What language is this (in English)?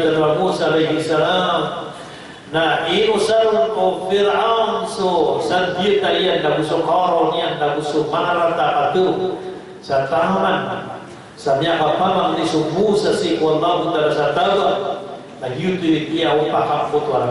Maranao